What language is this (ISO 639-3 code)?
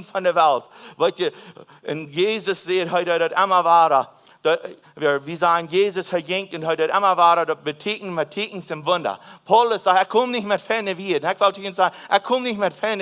pdt